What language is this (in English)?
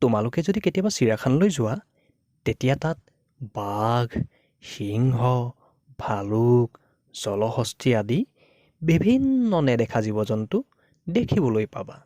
Assamese